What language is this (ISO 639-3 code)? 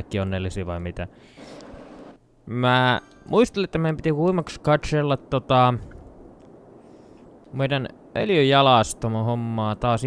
fin